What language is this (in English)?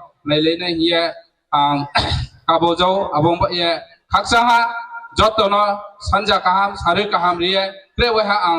Riang (India)